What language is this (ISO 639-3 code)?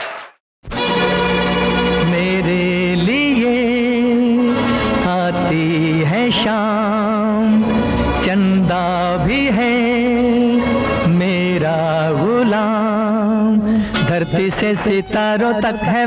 hin